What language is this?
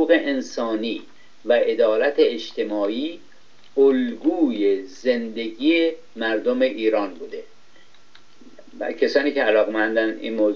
Persian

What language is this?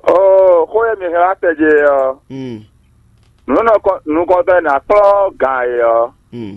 Fon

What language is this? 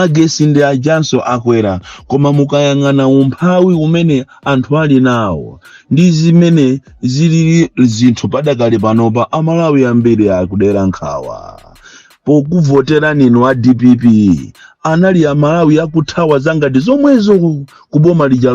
Nyanja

